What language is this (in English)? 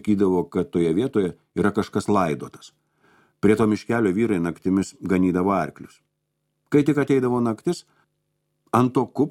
Lithuanian